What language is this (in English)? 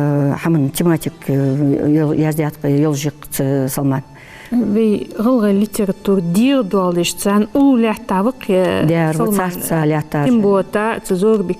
Ingush